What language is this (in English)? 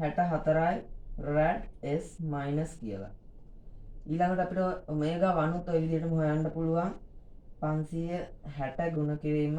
Sinhala